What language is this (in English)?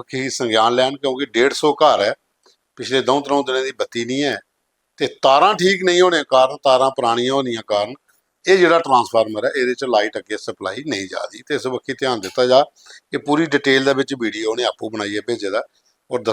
Dogri